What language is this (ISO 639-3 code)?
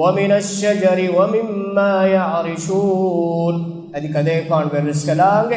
div